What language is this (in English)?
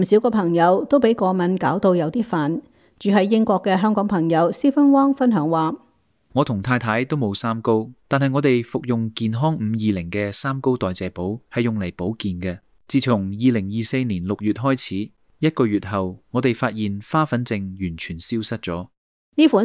Cantonese